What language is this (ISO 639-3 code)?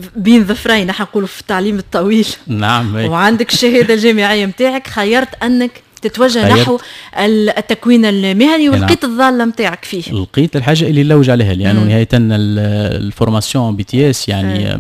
aeb